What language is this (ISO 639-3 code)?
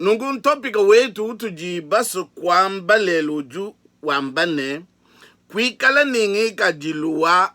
lua